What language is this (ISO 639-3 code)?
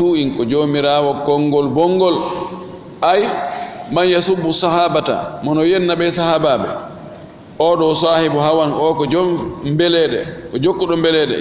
ful